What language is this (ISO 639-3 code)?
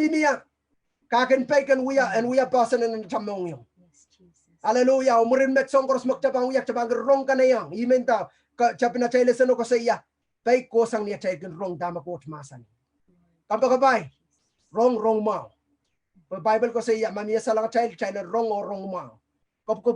pon